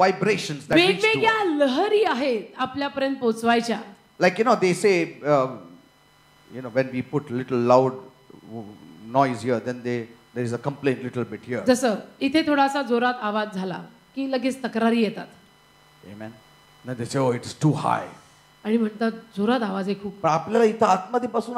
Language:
Marathi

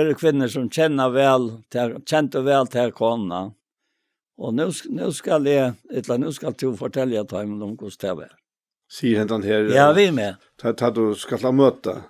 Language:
Faroese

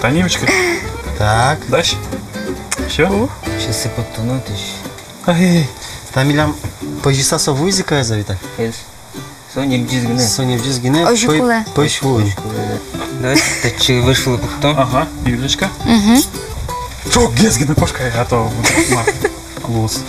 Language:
Udmurt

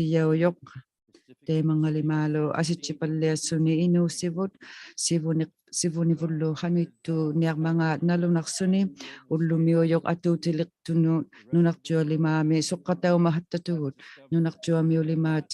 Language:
Inuktitut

